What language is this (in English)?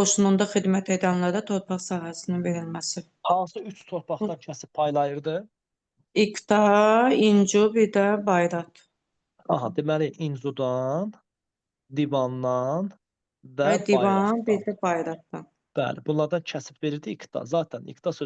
Azerbaijani